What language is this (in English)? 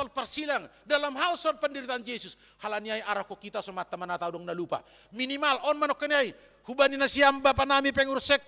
Batak Simalungun